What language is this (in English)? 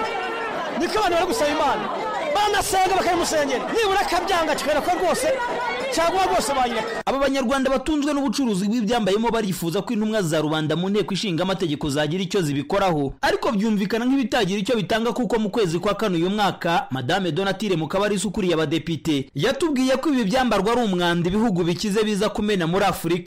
Kinyarwanda